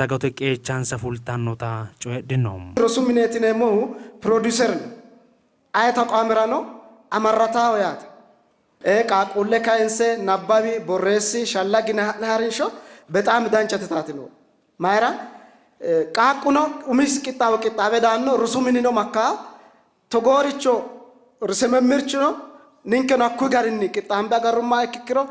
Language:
Sidamo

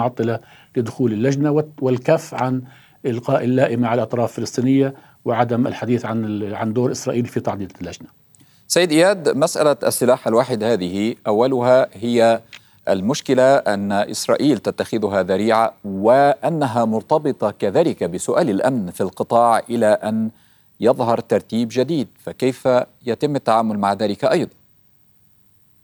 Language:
Arabic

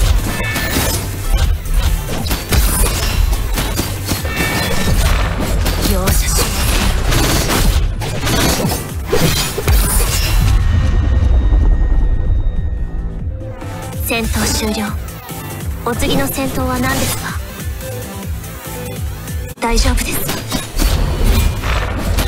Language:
Japanese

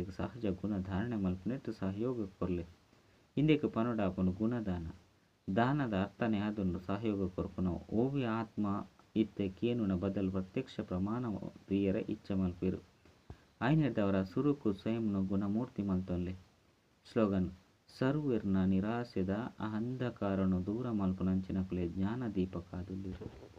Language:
Tulu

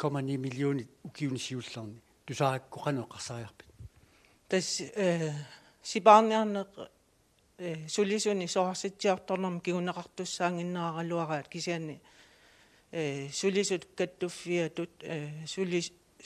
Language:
Kalaallisut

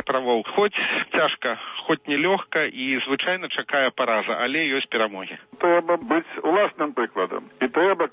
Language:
Belarusian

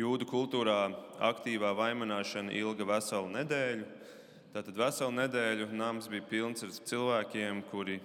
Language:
Latvian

